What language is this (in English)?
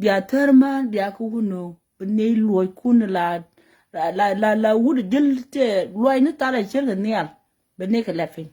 Nuer